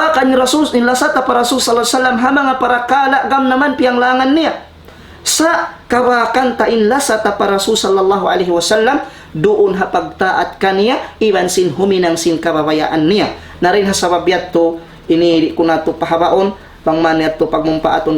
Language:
Tausug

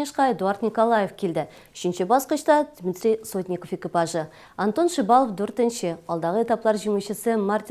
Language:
Tatar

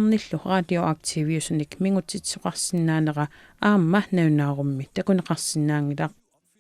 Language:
Kalaallisut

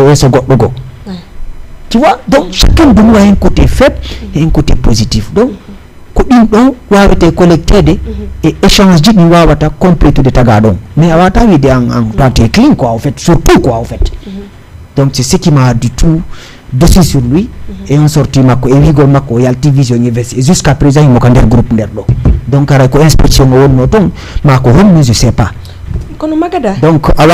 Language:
Fula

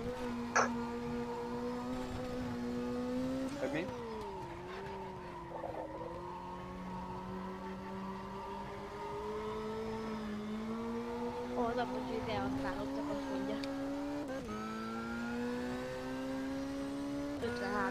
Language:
Hungarian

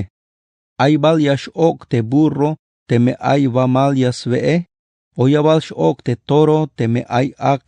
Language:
Tzeltal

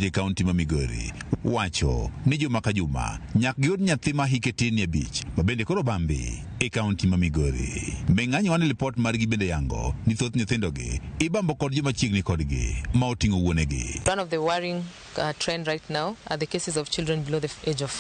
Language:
Luo (Kenya and Tanzania)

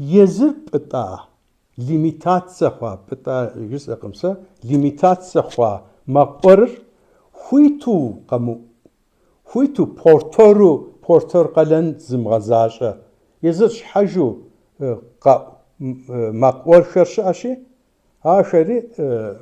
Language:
Kabardian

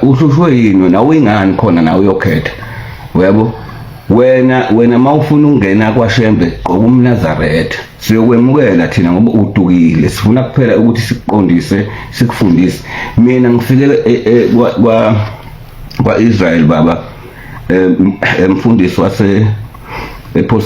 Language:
Zulu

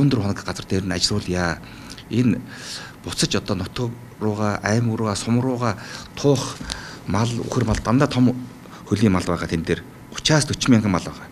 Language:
Mongolian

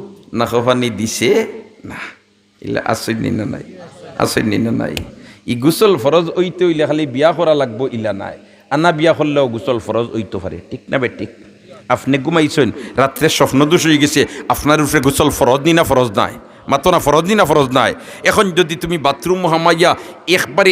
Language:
Sylheti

